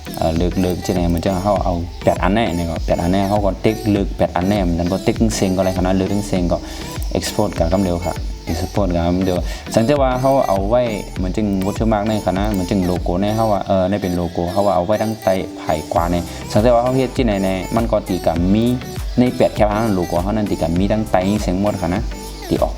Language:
Shan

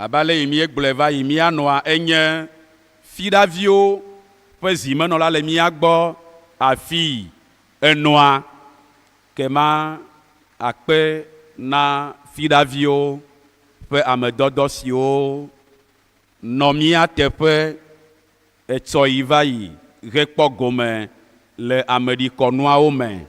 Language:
Ewe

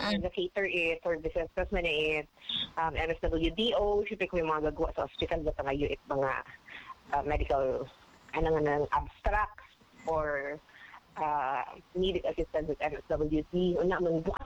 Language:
Filipino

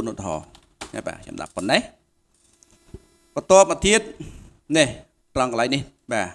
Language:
Khmer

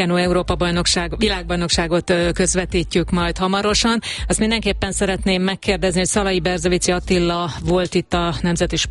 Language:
Hungarian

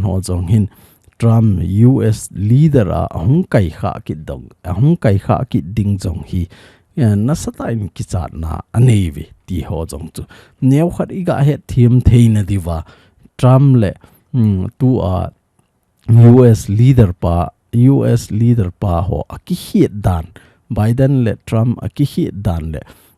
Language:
Thado Chin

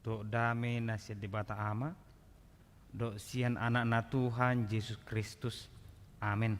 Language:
Batak Toba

